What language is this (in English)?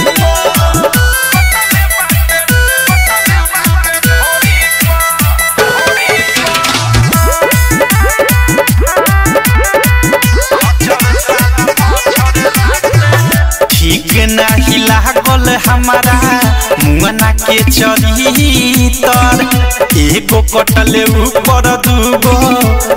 Bhojpuri